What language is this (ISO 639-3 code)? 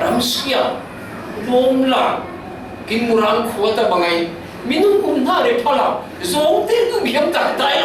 cfm